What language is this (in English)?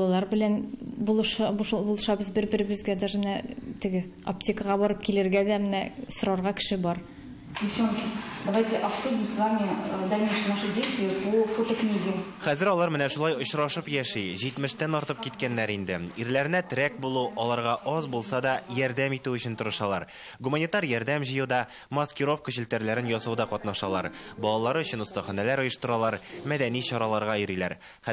Tatar